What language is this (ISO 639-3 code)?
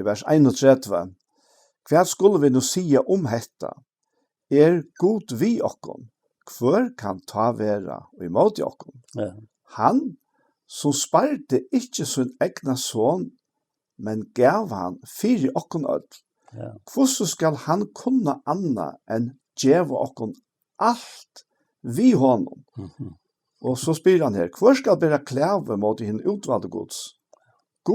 fao